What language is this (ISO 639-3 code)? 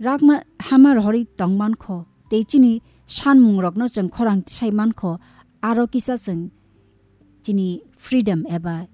trp